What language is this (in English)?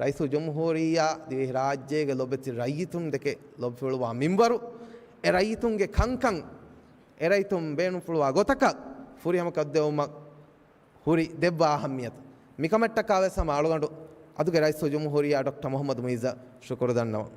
Divehi